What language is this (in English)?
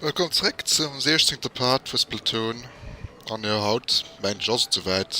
Luxembourgish